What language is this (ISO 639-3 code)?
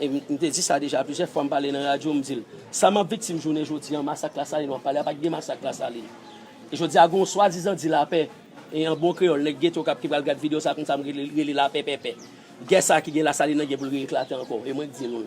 hat